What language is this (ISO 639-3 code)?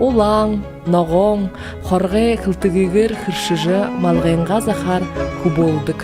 bua